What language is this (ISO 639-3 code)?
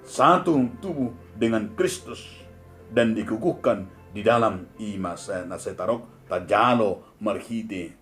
bbc